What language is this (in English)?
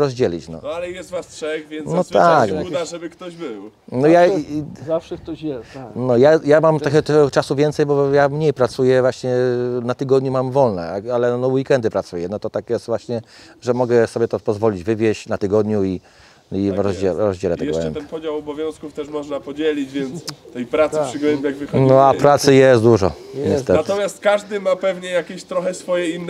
Polish